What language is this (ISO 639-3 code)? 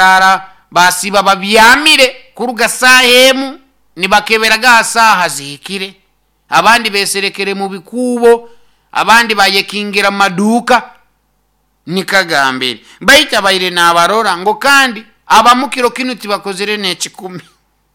nyo